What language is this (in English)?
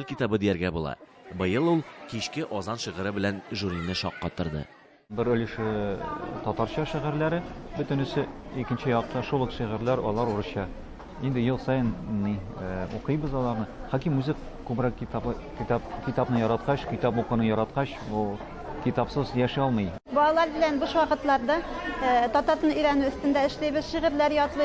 Tatar